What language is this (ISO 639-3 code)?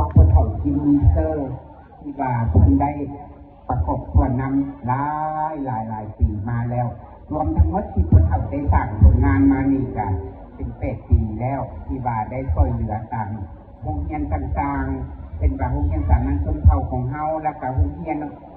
lao